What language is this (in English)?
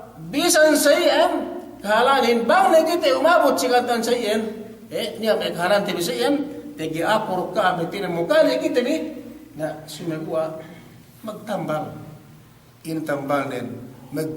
Yakan